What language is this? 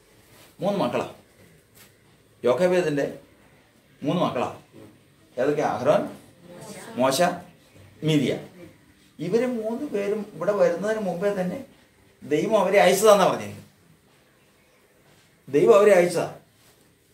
Malayalam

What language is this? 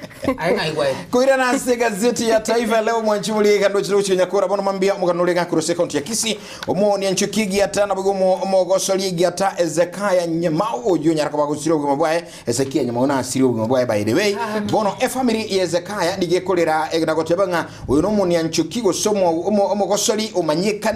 Gusii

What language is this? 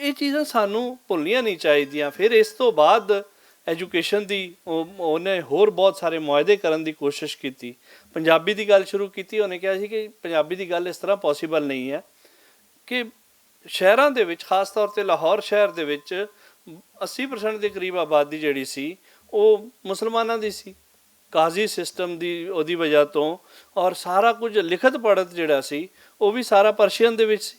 Western Panjabi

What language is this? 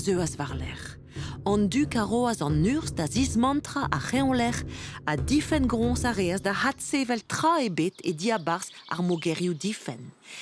Breton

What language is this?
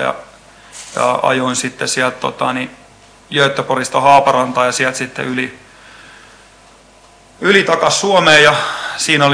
Finnish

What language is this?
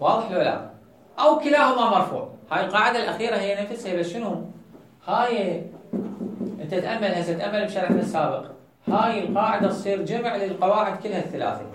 Mesopotamian Arabic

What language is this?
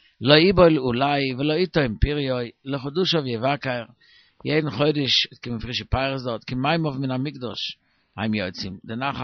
Yiddish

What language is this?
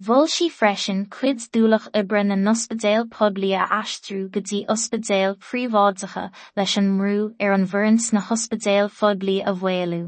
Irish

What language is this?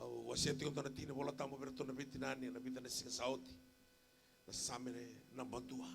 Fijian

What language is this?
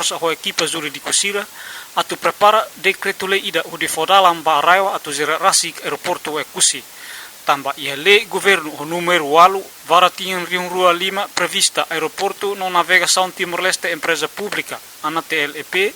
Tetum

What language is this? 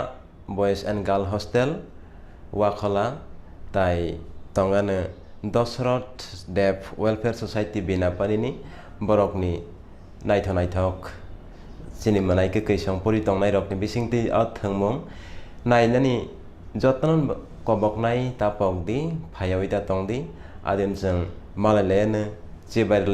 Kok Borok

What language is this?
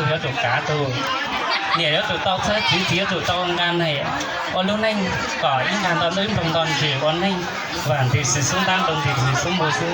Hmong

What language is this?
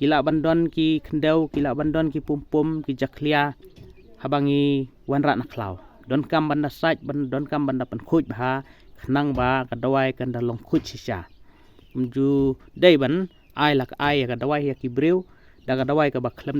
Khasi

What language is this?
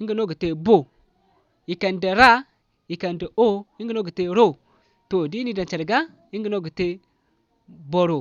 Zarma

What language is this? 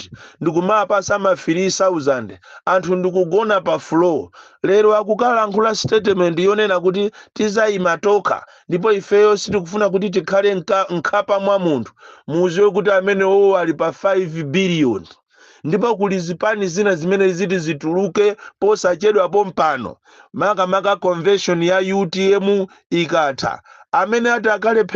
Nyanja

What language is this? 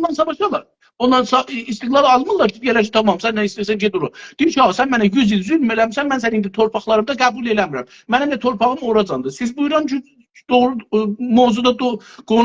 South Azerbaijani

